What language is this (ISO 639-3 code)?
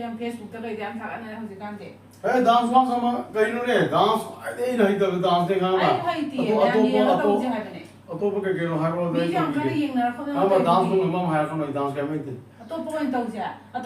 mni